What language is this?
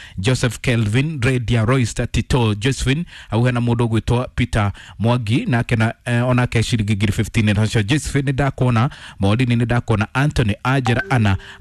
Kikuyu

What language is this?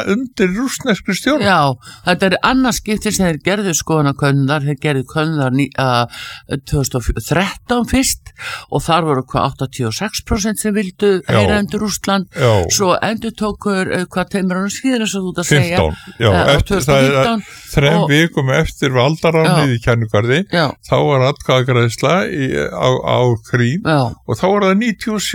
Icelandic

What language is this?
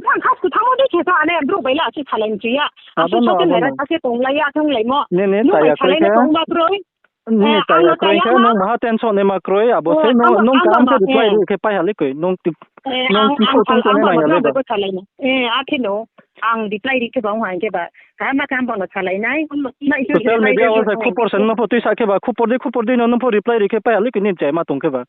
Riang (India)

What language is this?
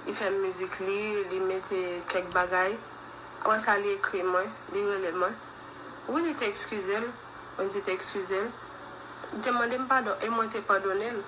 Haitian Creole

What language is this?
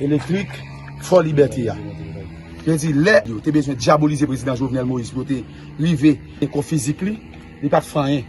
Haitian Creole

